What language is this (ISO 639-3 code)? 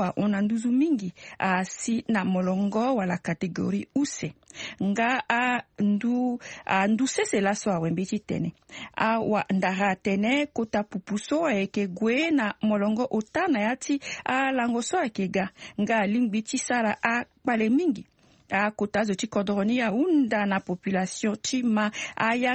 sag